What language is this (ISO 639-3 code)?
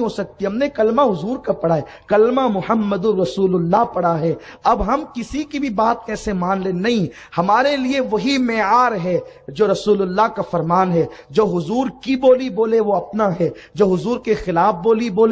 urd